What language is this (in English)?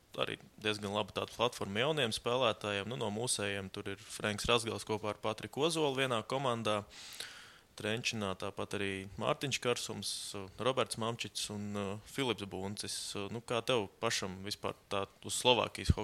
Latvian